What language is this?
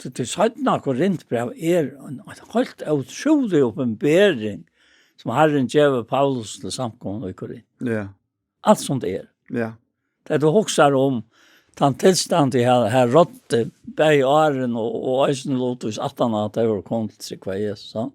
Faroese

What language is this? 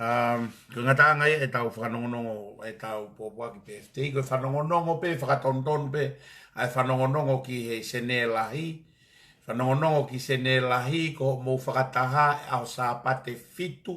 Tongan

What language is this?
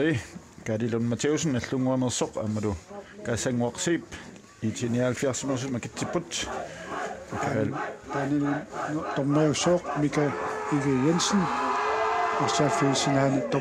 Kalaallisut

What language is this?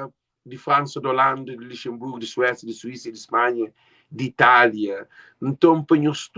Kabuverdianu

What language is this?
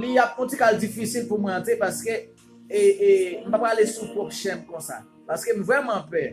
Haitian Creole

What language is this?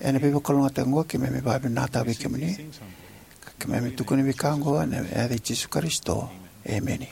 Fijian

